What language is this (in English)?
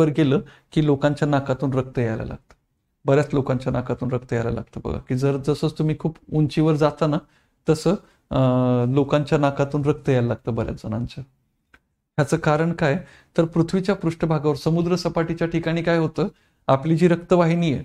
Marathi